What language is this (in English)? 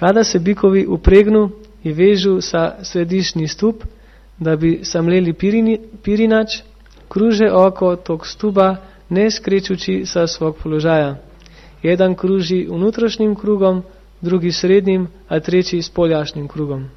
Serbian